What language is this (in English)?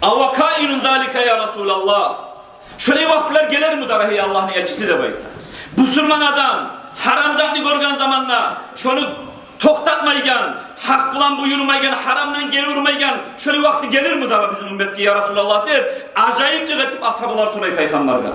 Kumyk